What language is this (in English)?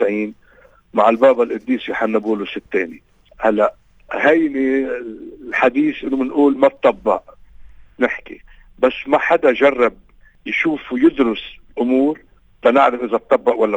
North Levantine Arabic